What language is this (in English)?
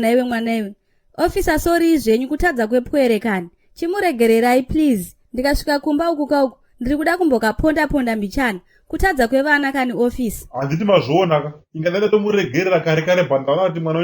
Shona